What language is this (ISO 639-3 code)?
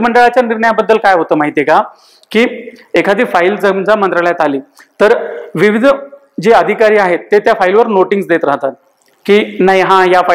mar